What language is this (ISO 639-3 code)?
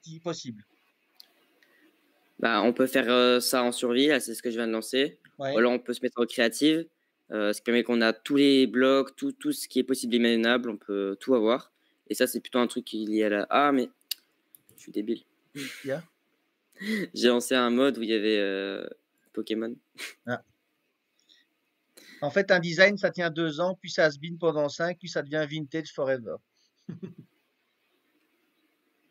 fra